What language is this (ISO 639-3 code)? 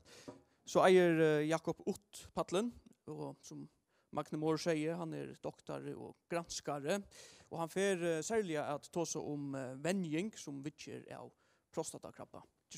fao